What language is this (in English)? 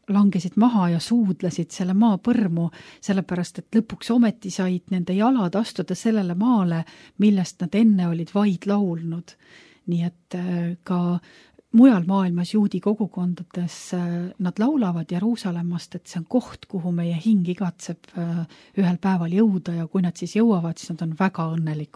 Estonian